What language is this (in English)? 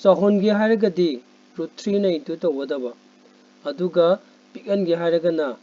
Manipuri